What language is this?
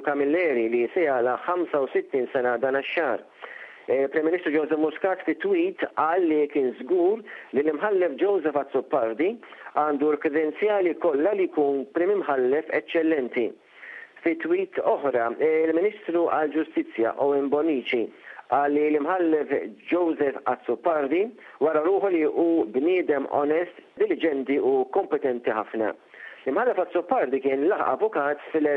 Maltese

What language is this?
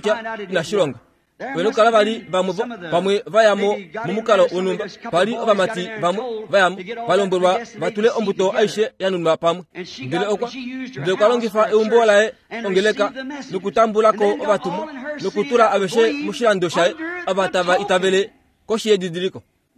Kuanyama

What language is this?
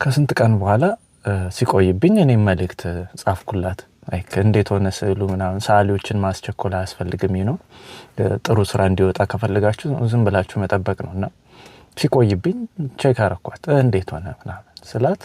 Amharic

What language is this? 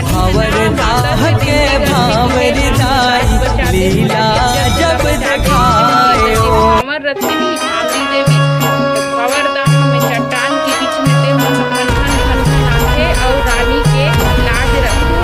Chhattisgarhi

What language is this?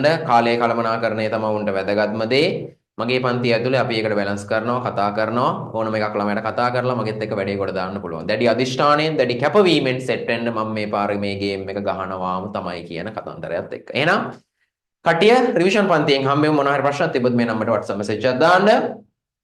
Sinhala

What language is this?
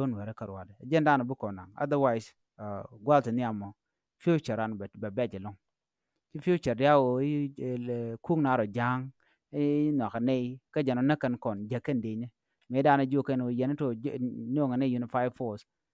Nuer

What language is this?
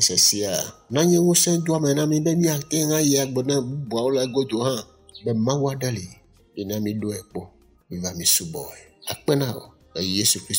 Ewe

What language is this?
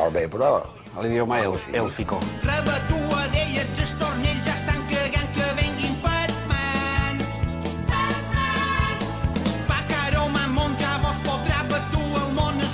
Catalan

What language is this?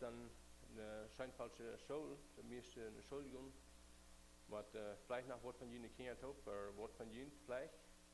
Plautdietsch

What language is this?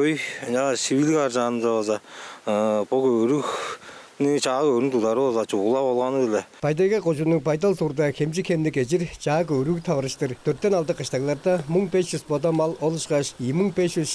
Tuvinian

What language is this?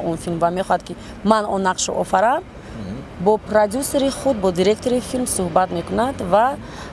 Tajik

